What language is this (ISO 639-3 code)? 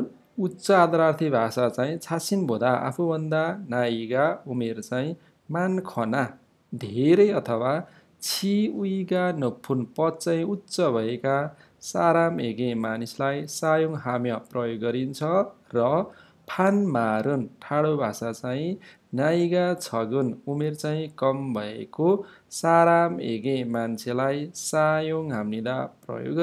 nep